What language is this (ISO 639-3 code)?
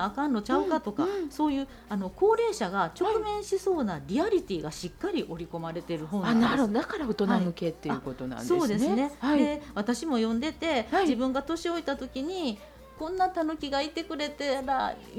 jpn